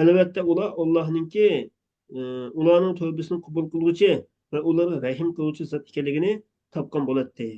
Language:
Uyghur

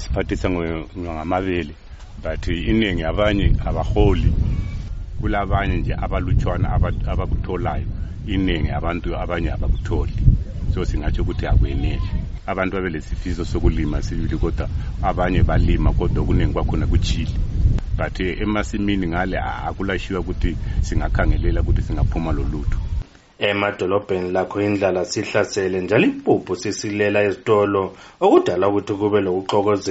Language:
North Ndebele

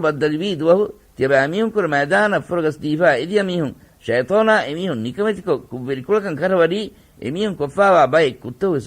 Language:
Divehi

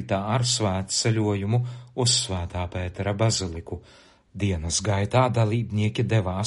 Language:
Latvian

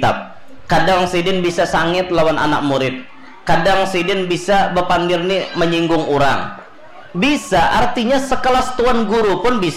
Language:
Banjar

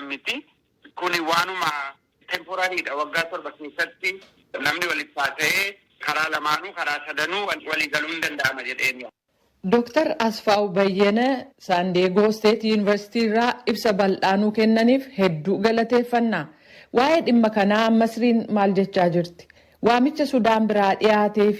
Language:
Oromo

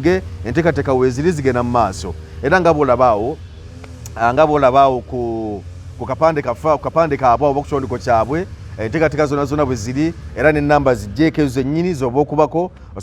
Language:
Ganda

